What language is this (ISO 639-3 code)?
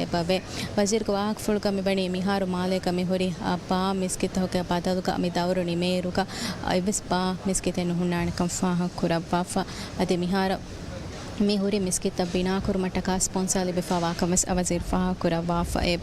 div